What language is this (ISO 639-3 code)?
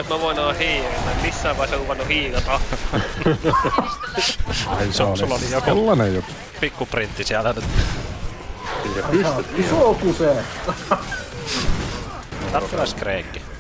fin